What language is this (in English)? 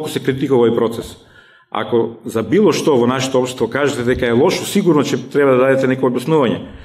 Macedonian